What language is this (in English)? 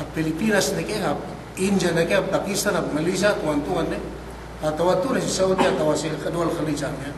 Yakan